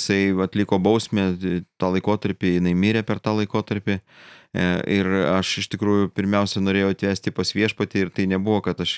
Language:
Lithuanian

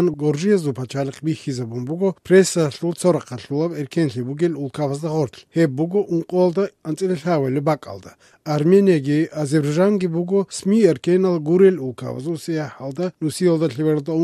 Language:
Avaric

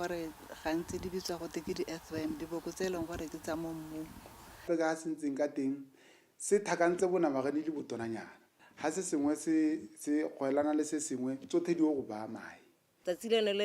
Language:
Tswana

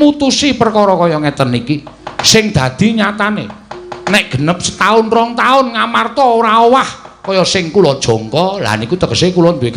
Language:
Javanese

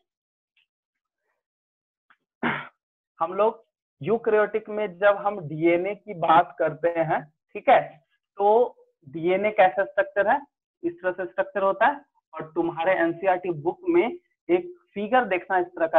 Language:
Hindi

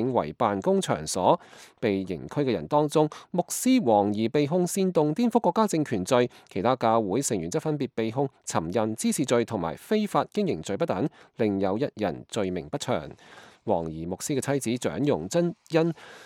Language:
Cantonese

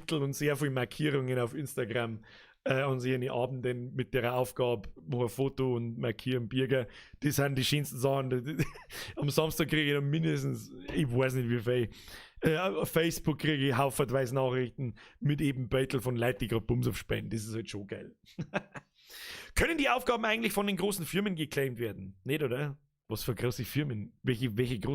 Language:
Bavarian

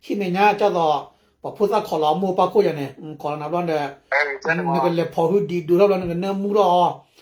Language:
S'gaw Karen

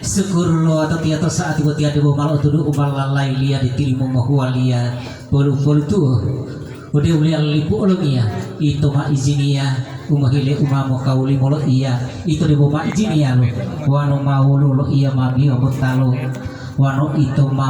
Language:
Gorontalo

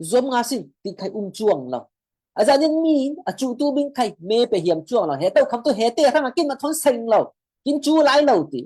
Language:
Falam Chin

